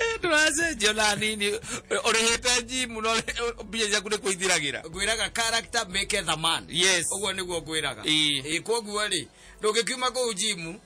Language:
Kikuyu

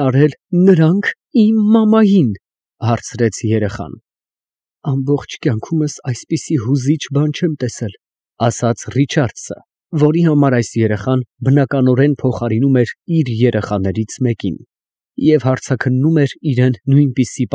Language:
Armenian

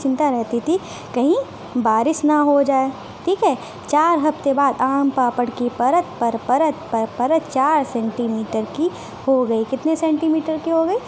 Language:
Hindi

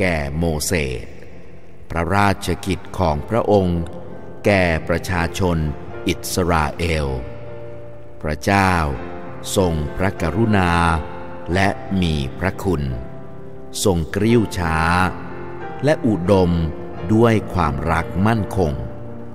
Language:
Thai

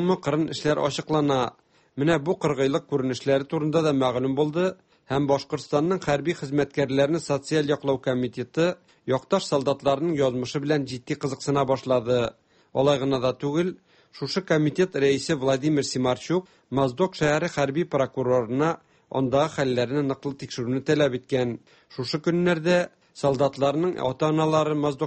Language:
Tatar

